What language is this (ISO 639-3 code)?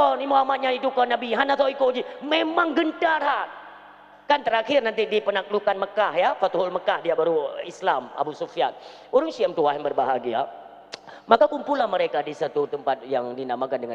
ace